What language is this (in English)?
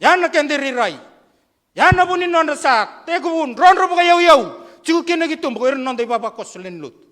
Fijian